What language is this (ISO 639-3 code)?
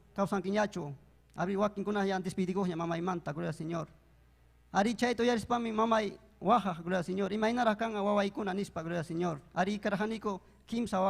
quy